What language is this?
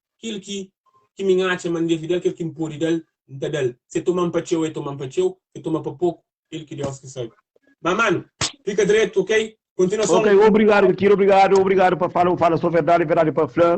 Kabuverdianu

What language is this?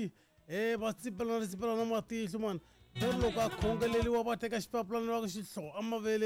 Tsonga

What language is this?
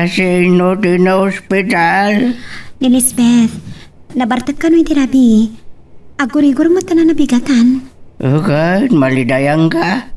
Iloko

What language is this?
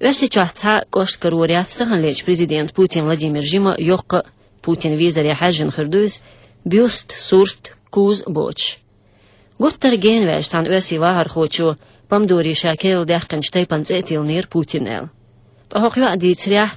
Chechen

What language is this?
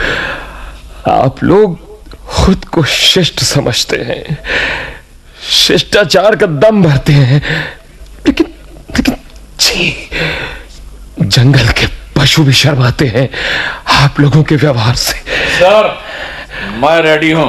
Hindi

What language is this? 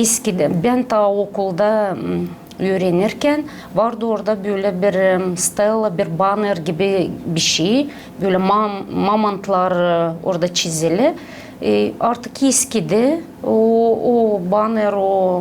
Gagauz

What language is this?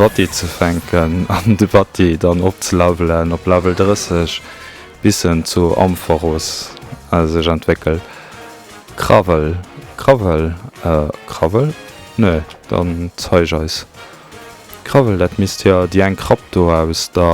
Luxembourgish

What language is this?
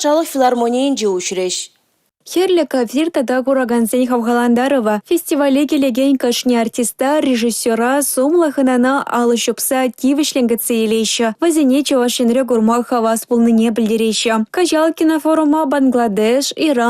Chuvash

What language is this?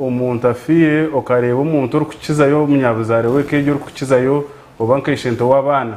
Nyankole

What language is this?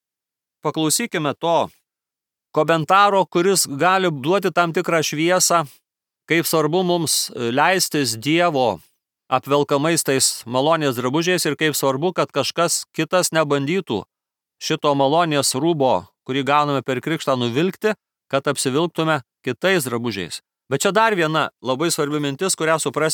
Lithuanian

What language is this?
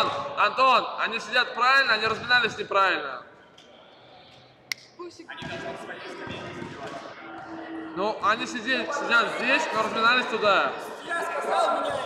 Russian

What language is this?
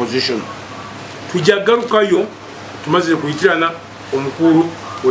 Nyankole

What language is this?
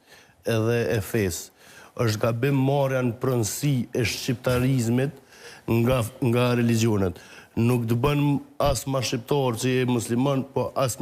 Albanian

